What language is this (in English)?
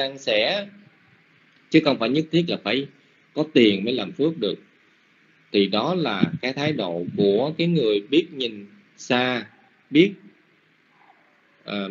Vietnamese